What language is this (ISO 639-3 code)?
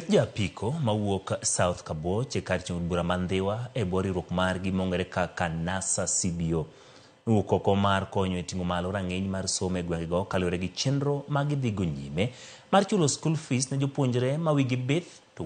luo